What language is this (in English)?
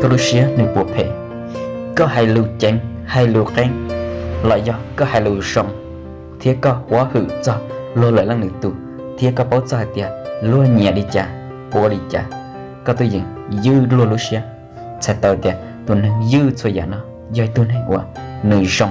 Hmong